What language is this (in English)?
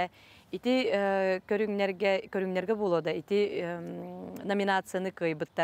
Yakut